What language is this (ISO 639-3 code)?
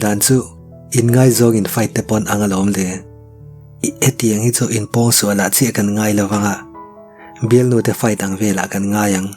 lus